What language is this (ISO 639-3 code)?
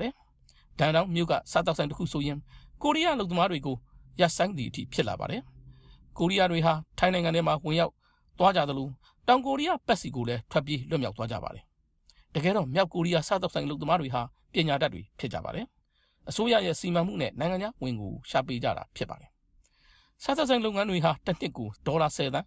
mya